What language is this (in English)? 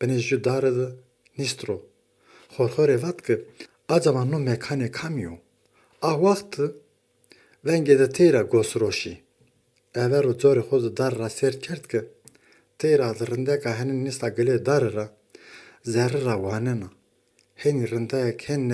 Zaza